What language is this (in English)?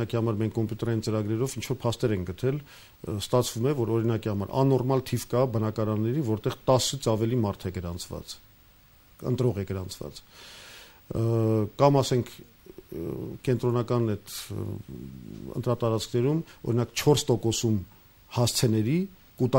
Armenian